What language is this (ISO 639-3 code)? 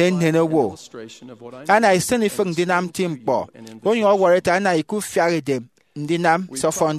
efi